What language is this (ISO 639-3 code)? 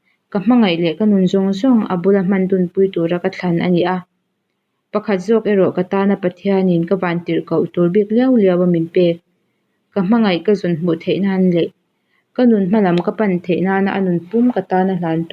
lus